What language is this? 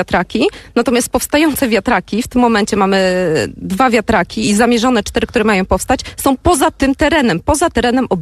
Polish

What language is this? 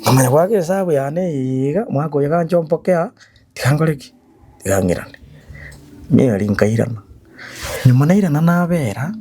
Gusii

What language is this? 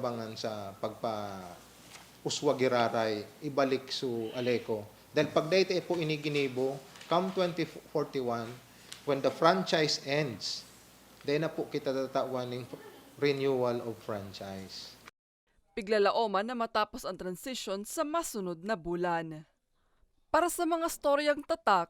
Bikol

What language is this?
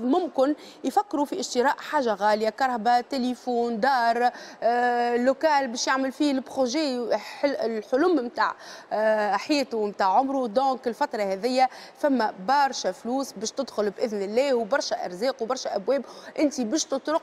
Tunisian Arabic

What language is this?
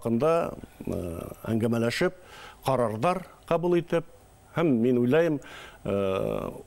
Bashkir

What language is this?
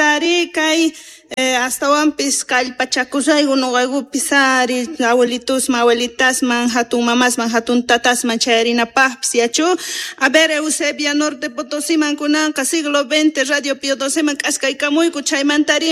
Quechua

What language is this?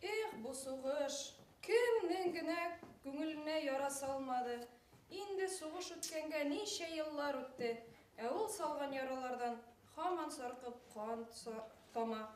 Bashkir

